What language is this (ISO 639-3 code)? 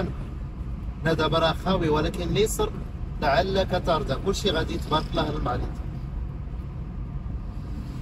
ary